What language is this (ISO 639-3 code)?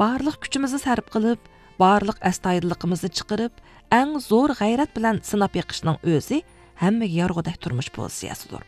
uig